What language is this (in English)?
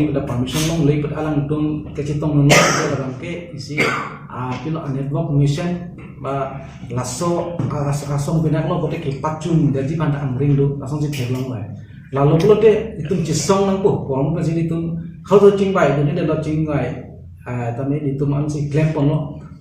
Karbi